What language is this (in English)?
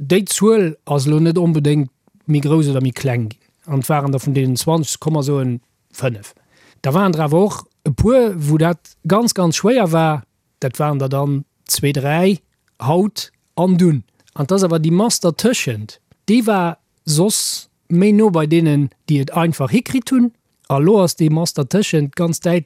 Luxembourgish